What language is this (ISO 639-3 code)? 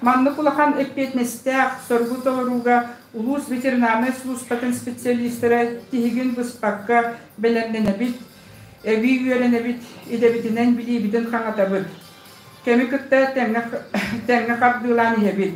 sah